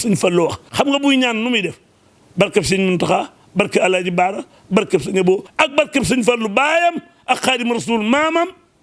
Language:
Wolof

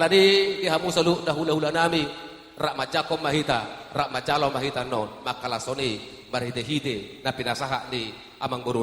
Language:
Batak Toba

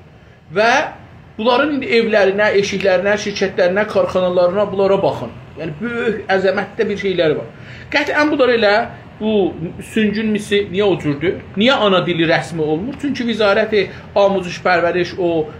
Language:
South Azerbaijani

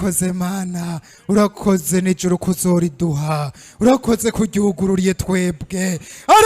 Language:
Rundi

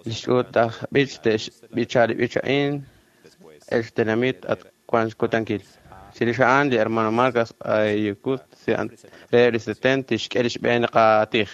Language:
Kekchí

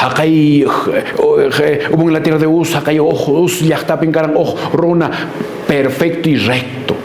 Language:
Quechua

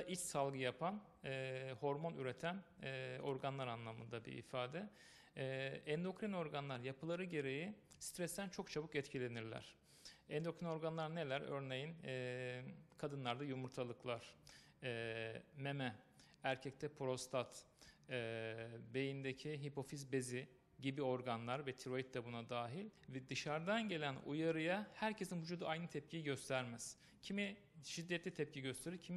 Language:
Turkish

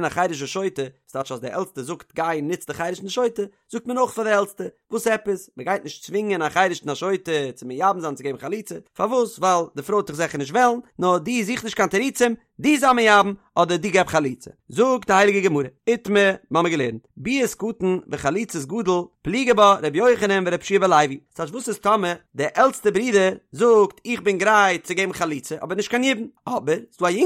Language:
Yiddish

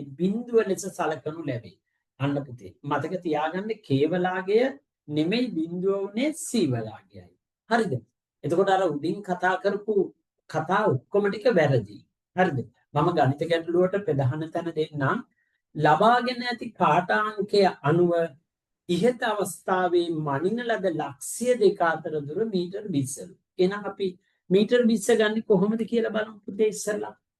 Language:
Sinhala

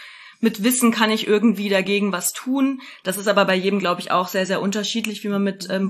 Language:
German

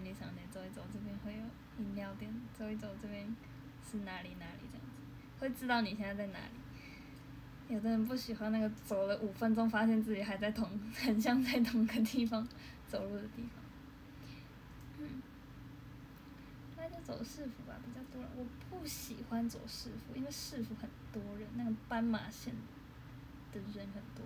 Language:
Chinese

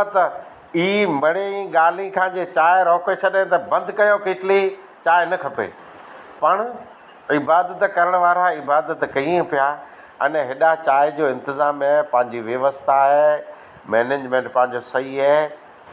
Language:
Sindhi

